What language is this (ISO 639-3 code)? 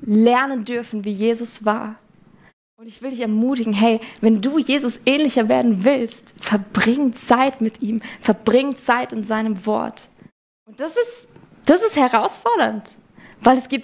gsw